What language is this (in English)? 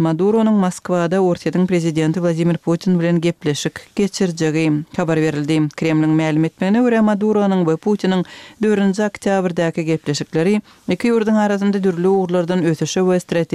Turkmen